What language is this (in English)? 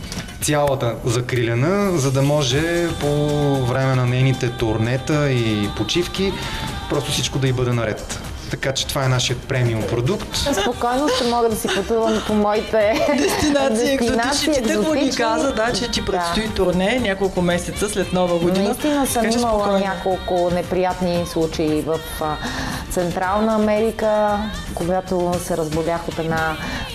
Bulgarian